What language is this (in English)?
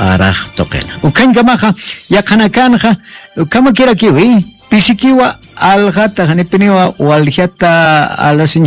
Aymara